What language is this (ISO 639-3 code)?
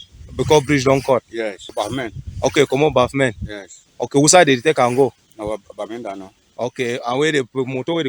wes